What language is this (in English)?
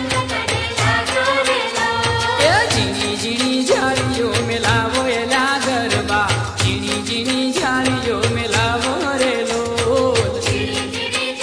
Gujarati